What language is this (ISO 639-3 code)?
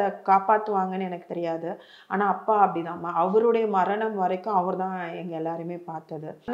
tam